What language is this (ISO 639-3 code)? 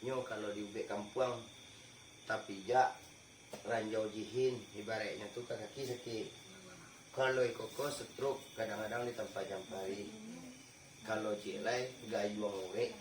min